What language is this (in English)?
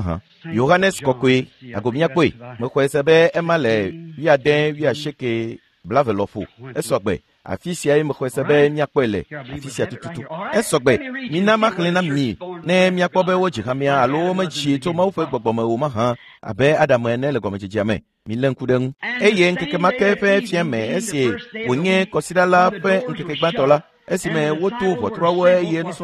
Ewe